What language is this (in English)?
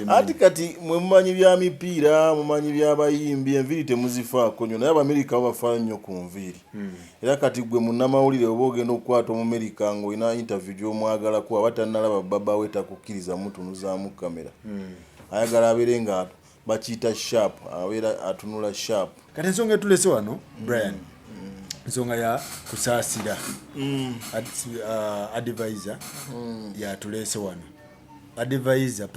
Ganda